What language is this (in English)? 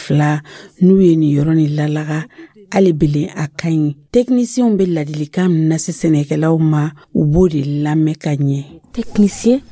Dyula